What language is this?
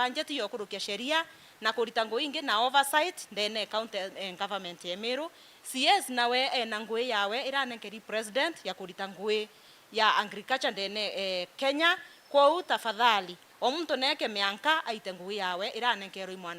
Meru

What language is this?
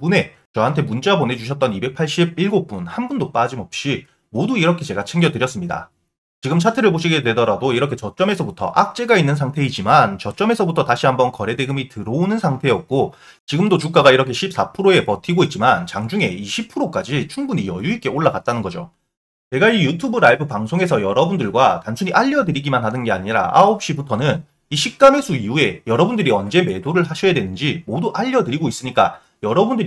Korean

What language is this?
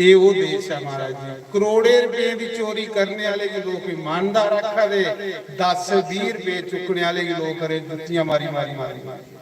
Dogri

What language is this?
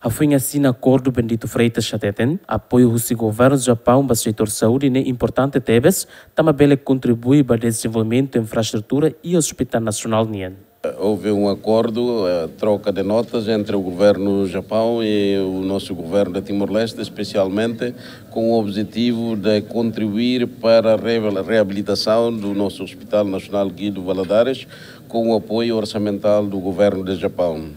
Tetum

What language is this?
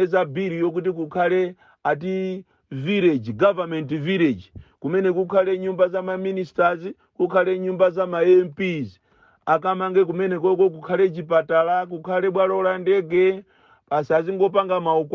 Nyanja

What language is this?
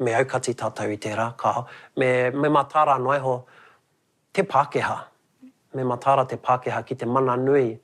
Māori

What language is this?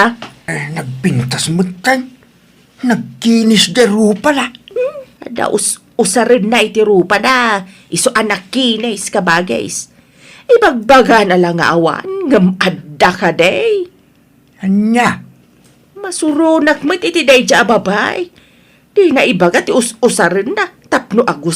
Iloko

